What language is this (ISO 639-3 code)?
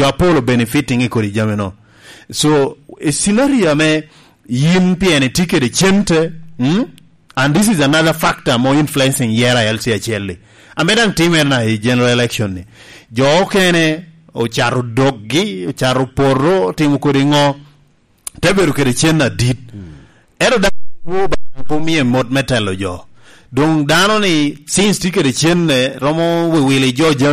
laj